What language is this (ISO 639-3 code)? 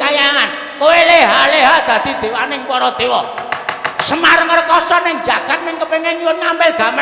jav